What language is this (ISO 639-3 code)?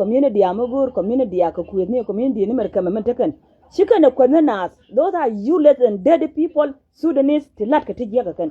nus